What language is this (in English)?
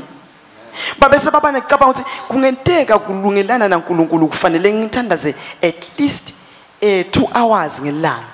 Swati